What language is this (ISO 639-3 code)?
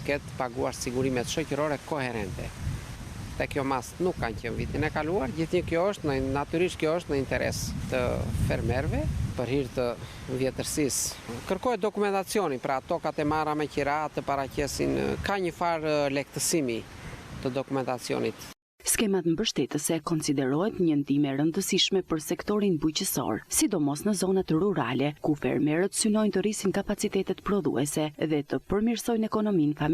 sqi